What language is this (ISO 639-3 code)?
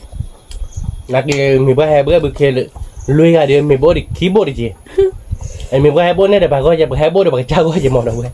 ksw